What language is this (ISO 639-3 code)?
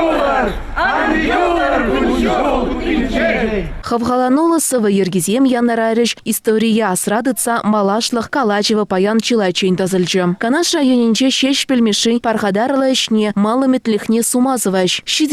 chv